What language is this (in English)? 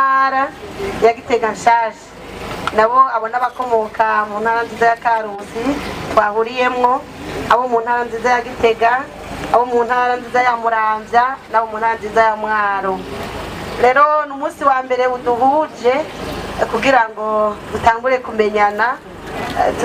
Rundi